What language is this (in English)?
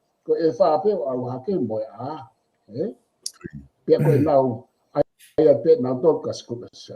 Tongan